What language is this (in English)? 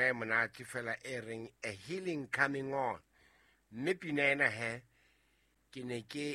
Southern Sotho